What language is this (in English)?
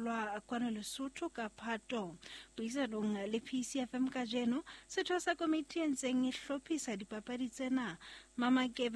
Southern Sotho